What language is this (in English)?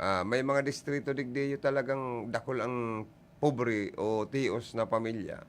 Bikol